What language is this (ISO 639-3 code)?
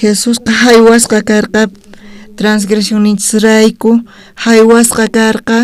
quh